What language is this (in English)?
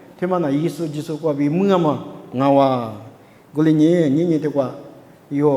Lisu